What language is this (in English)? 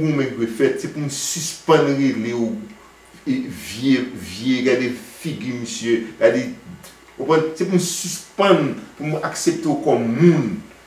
Haitian Creole